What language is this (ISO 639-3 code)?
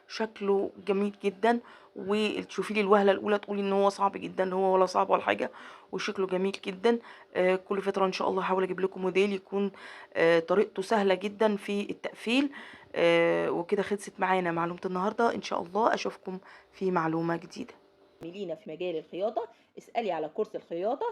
arz